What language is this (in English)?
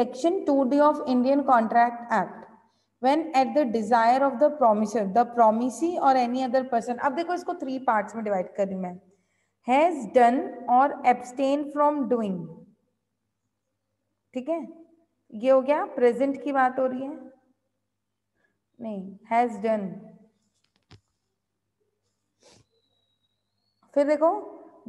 Hindi